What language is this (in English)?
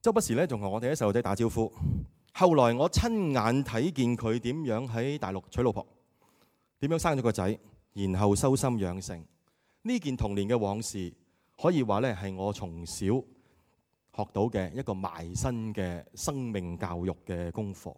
Cantonese